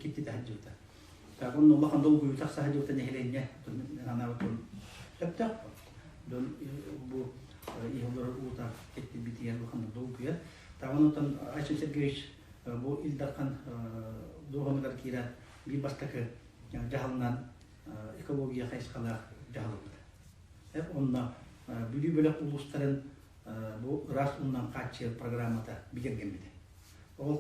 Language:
Yakut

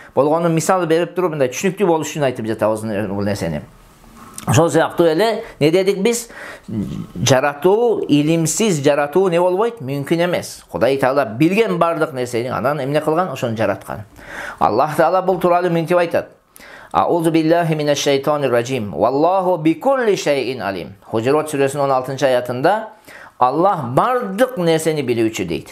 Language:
Kyrgyz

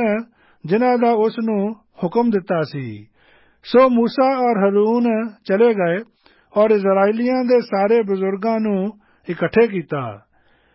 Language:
Punjabi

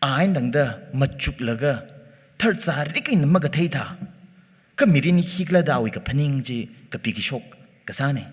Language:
Tangkhul Naga (India)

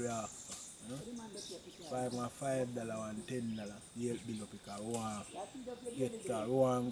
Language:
Jamaican Creole English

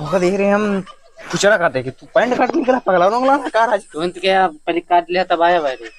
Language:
Awadhi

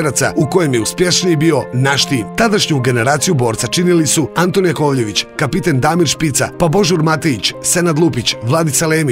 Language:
Serbian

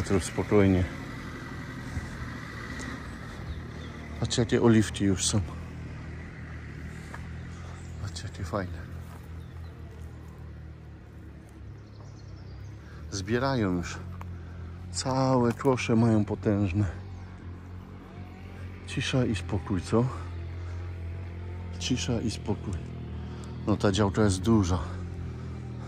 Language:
Polish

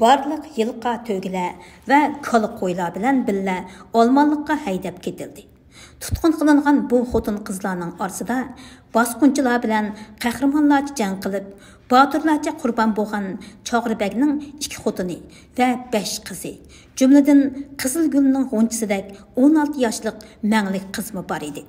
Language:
Uyghur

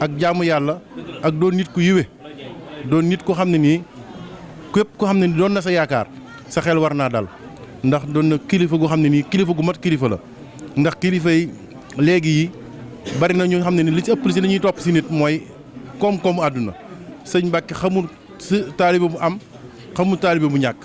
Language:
Wolof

